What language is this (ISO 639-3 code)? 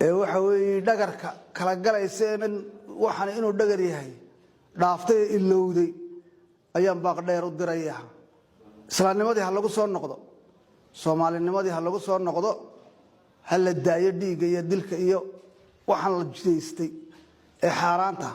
som